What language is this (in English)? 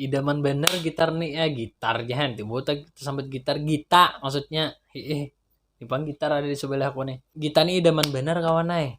Banjar